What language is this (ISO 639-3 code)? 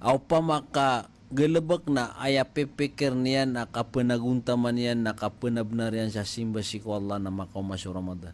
mrw